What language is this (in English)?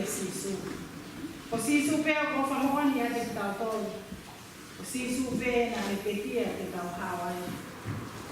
Tongan